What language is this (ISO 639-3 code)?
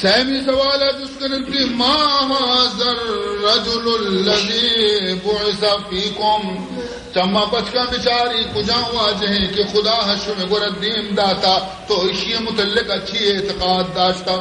bal